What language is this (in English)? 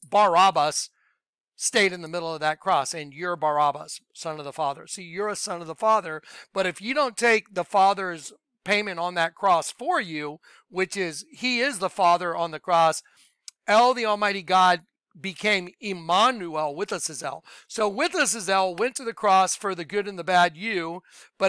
English